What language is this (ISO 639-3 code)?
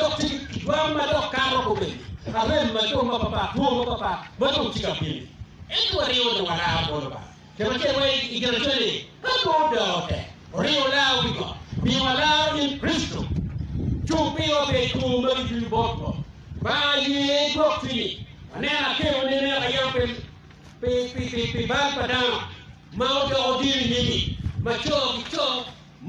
ach